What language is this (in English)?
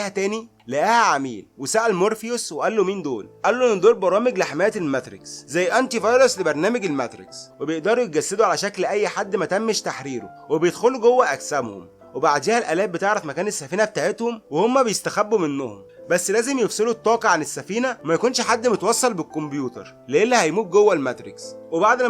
Egyptian Arabic